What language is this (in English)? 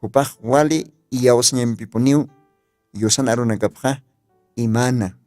Aymara